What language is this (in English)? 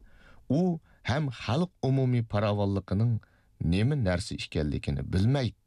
Uyghur